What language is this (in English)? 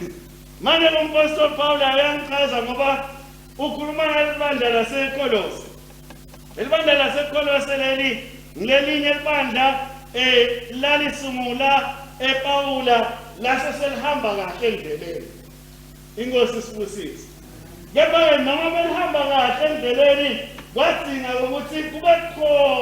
Swati